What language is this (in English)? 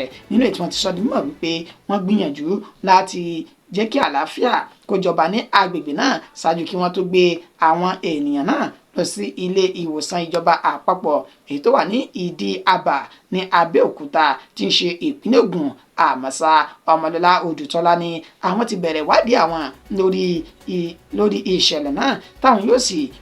Yoruba